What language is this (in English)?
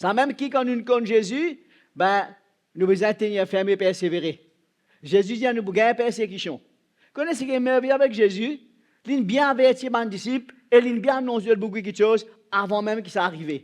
Morisyen